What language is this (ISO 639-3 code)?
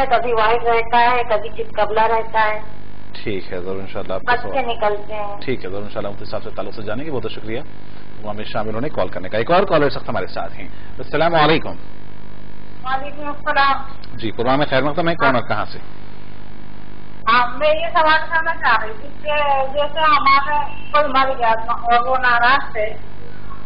urd